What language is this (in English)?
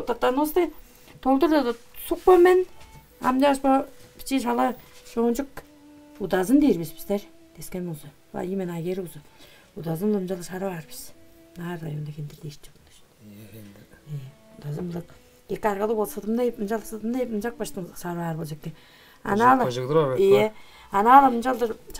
Tuvinian